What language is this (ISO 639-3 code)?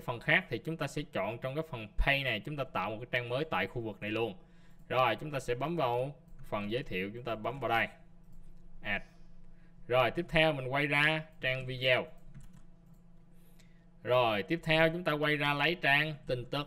vie